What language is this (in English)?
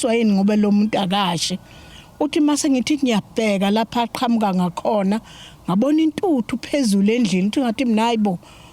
Zulu